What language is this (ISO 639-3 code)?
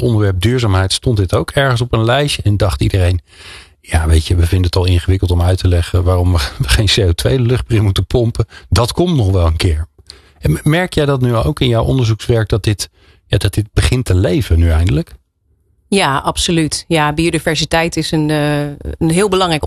nld